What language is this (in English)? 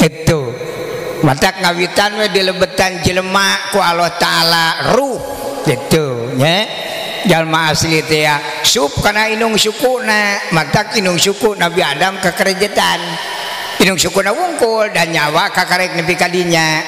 Sundanese